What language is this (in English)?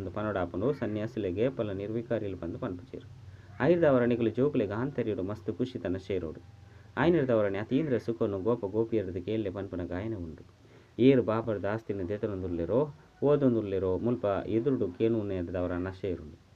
Tulu